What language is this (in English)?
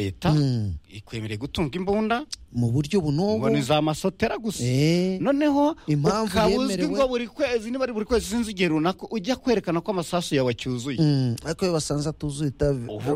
Kinyarwanda